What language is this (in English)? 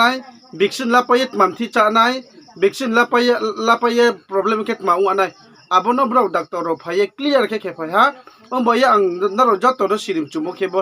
Riang (India)